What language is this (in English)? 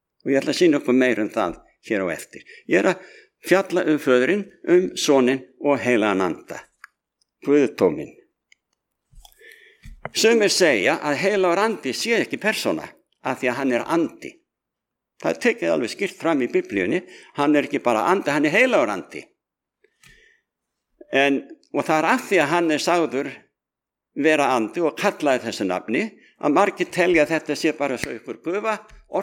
Icelandic